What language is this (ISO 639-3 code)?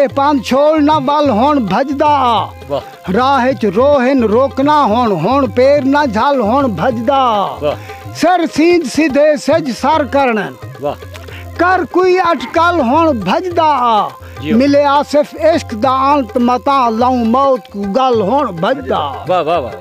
skr